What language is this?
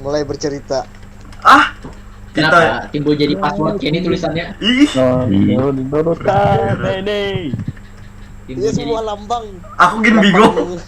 Banjar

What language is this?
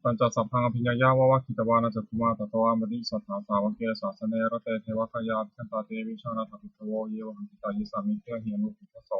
Pali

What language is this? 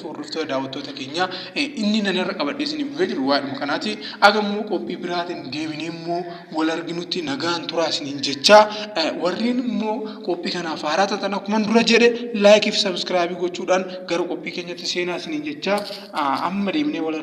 Oromo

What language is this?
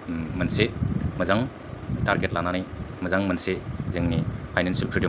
Bodo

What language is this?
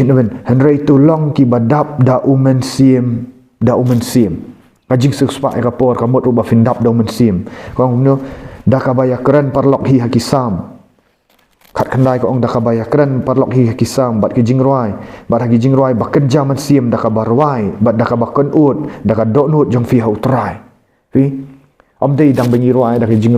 Khasi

